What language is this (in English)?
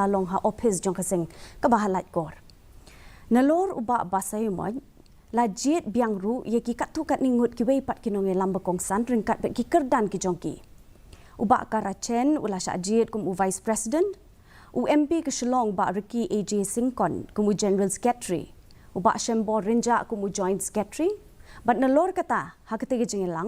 Khasi